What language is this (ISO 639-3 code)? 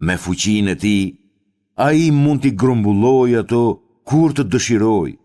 sqi